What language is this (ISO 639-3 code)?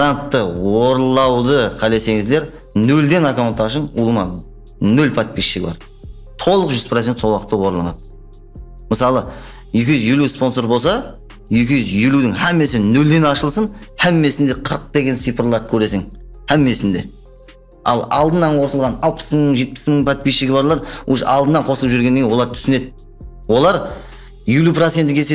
kaa